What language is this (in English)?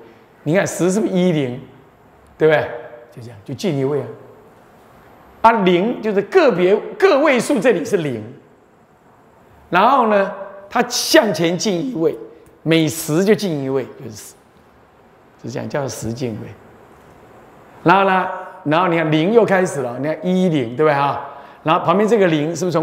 Chinese